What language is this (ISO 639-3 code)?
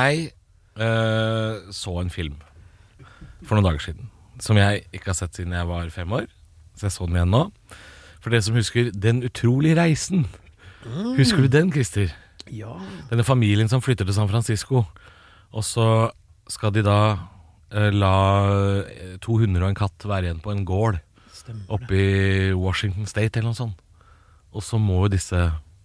nor